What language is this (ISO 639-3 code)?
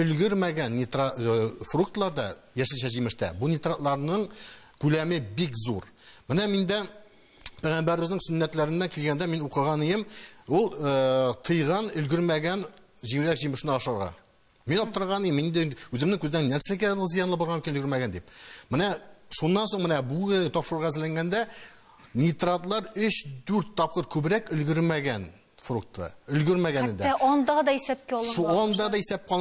tat